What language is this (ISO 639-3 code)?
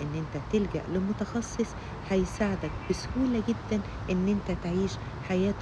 arz